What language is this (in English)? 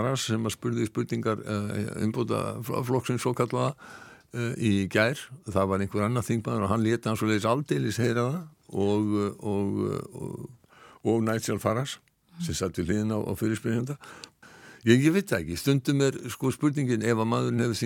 Icelandic